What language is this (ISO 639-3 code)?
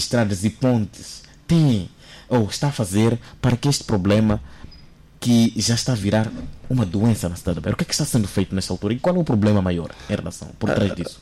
por